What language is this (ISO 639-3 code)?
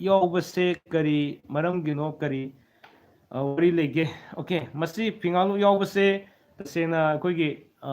mni